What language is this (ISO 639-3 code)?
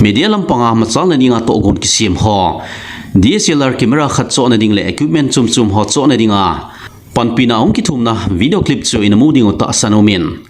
tcz